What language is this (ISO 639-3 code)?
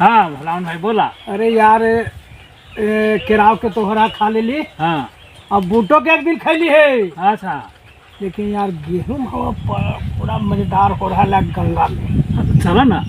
mag